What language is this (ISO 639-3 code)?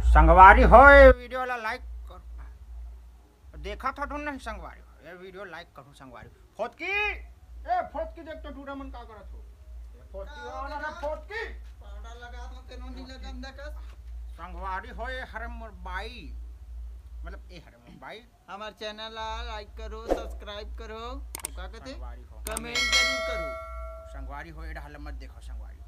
hne